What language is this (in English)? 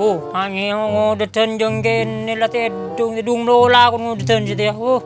Madurese